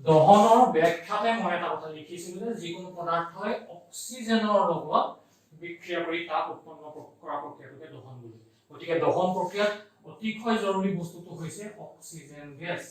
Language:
Assamese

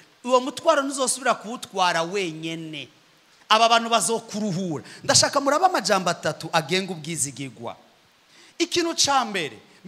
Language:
Rundi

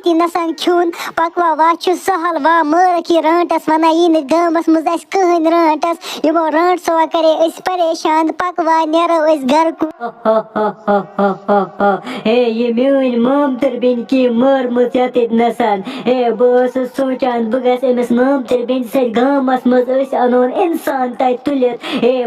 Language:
Kashmiri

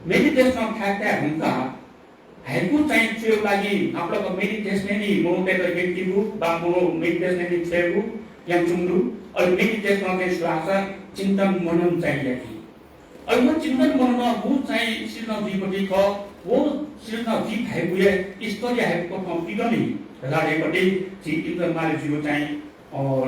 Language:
Newari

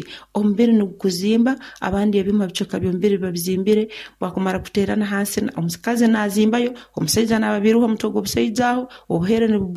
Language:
Nyoro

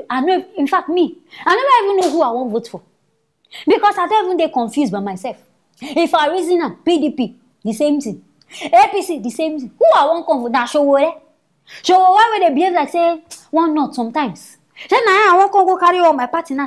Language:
Nigerian Pidgin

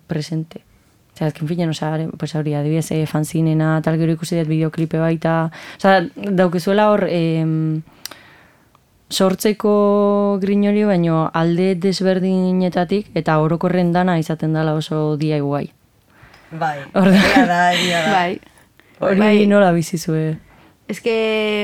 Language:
Basque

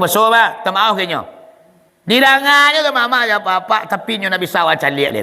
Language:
Minangkabau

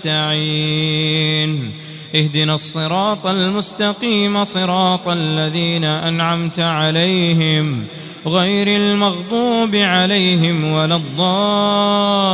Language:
Arabic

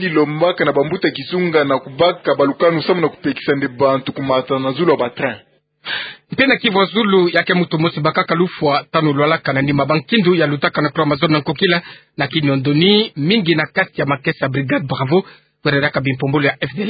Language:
Kituba (Democratic Republic of Congo)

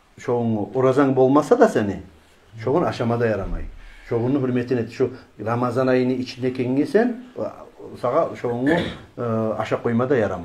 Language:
Kumyk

